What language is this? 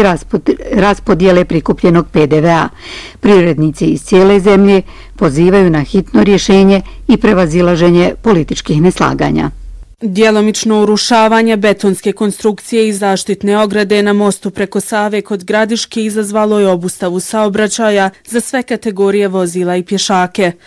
Bosnian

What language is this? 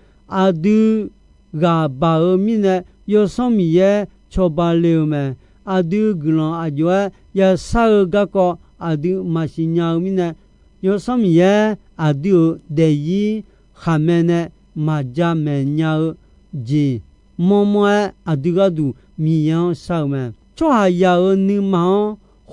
Akha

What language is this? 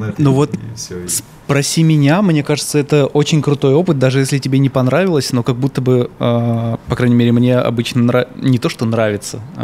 Russian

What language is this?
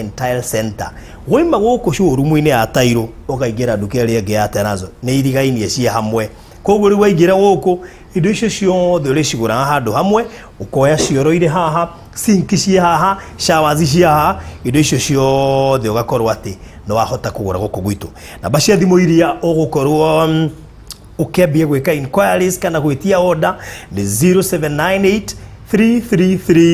Kikuyu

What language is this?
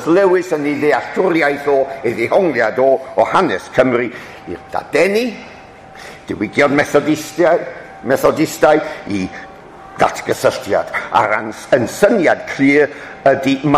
Welsh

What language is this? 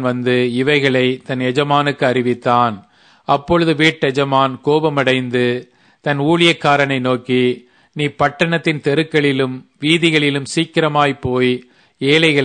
Tamil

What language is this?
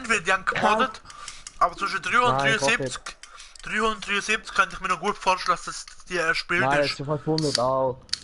Swiss German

